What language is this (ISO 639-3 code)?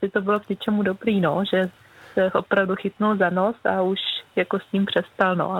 ces